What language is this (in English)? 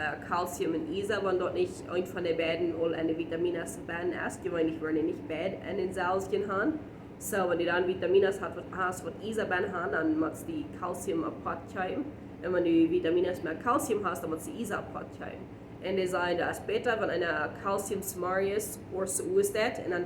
Plautdietsch